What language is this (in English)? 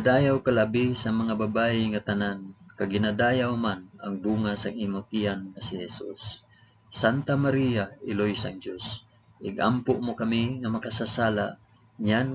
Hiligaynon